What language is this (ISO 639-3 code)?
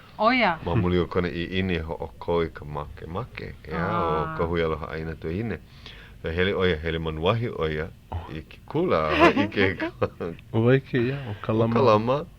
haw